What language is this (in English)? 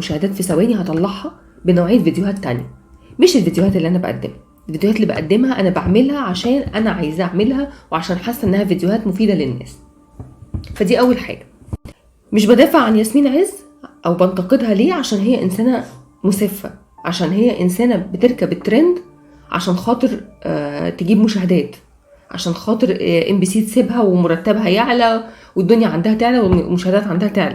Egyptian Arabic